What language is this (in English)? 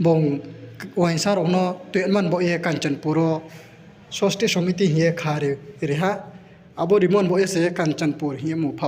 Riang (India)